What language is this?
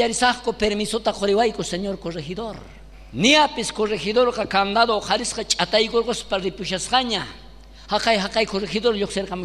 South Bolivian Quechua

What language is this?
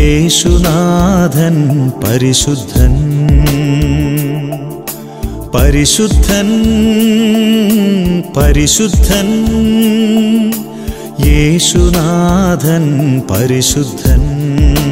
Malayalam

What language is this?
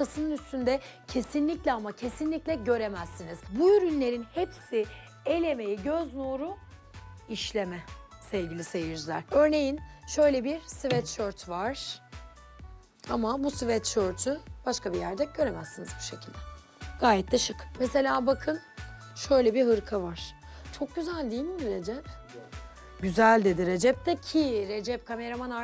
Turkish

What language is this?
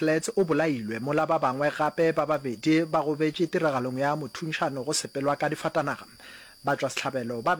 Northern Sotho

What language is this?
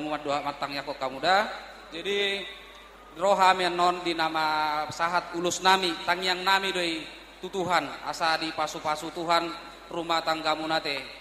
Batak Toba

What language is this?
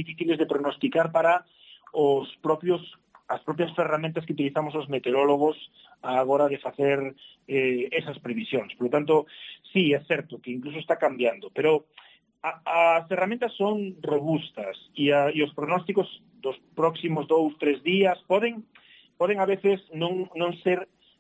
Galician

